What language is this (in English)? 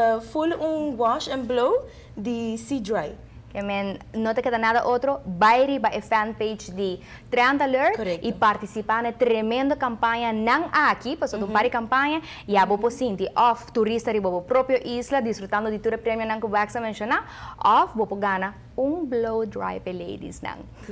Papiamento